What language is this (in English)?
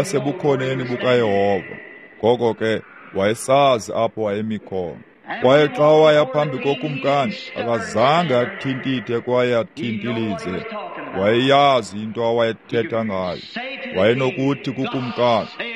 Xhosa